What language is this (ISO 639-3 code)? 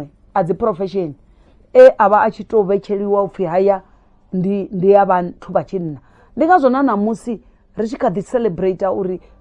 ven